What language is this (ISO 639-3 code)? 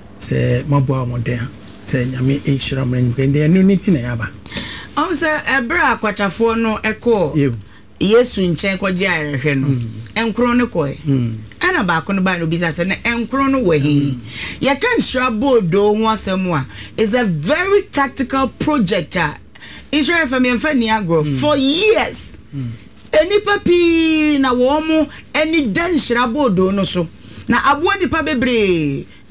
aka